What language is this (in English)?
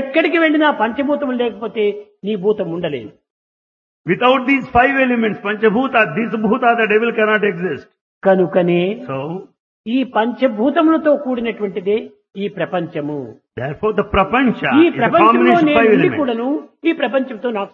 Telugu